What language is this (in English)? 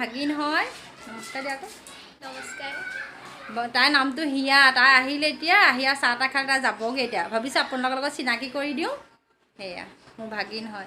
Assamese